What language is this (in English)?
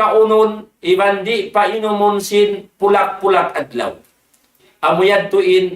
Tausug